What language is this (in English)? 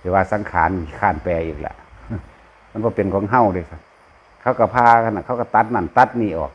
Northeastern Thai